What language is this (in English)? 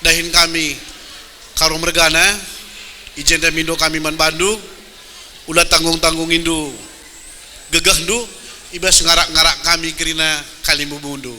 Batak Karo